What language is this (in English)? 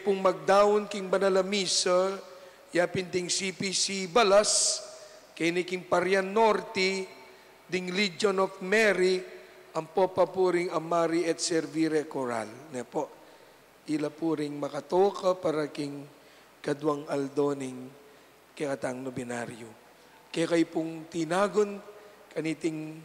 Pampanga